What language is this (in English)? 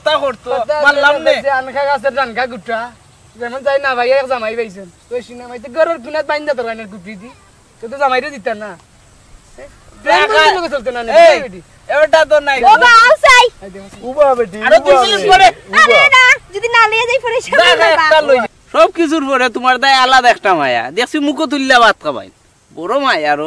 Sylheti